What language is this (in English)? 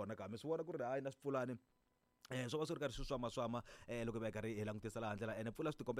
Tsonga